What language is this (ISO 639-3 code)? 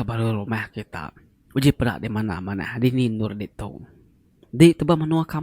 iba